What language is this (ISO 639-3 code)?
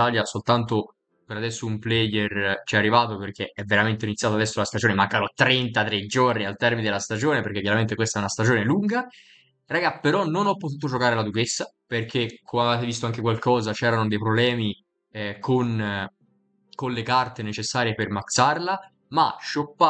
ita